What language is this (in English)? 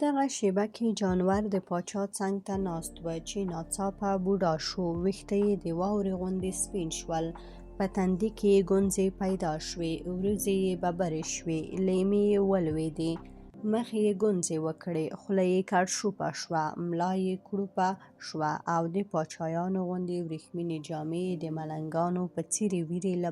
Pashto